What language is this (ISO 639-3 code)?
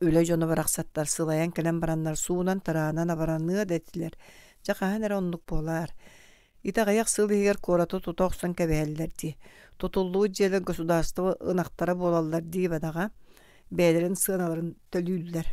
sah